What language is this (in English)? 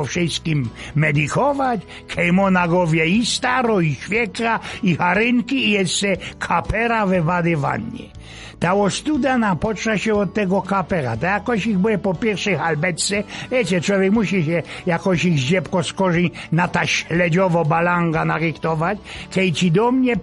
Silesian